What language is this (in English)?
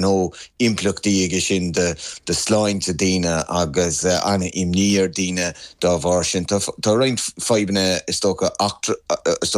Irish